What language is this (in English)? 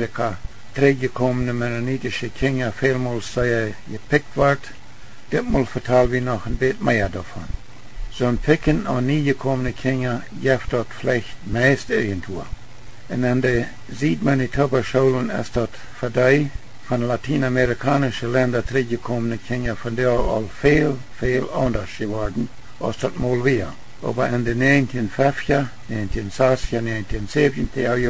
Plautdietsch